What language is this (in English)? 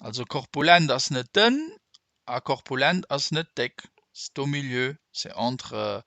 Luxembourgish